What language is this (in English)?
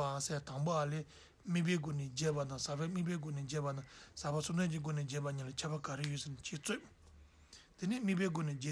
Tibetan